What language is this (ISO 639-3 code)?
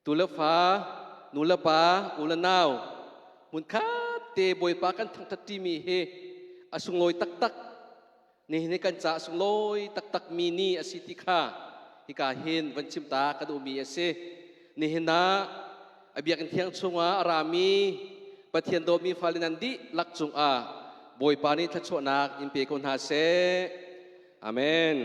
cnh